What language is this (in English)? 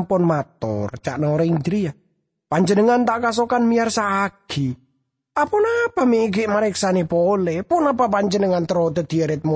Madurese